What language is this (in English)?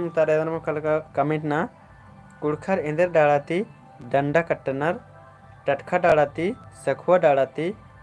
Kurukh